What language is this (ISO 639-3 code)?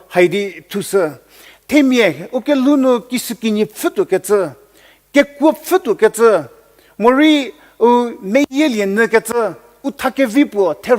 njm